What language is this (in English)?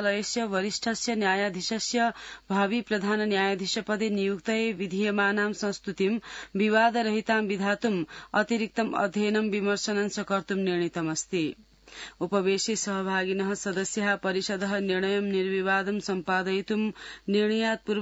Sanskrit